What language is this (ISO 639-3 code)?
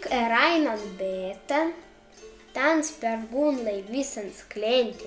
prg